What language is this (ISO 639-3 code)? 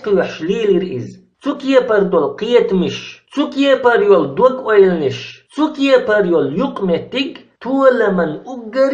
che